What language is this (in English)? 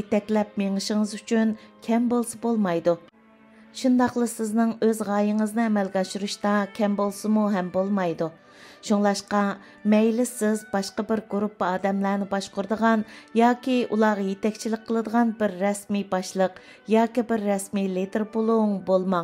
Uyghur